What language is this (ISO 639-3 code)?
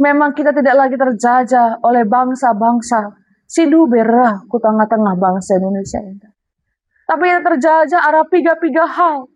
btx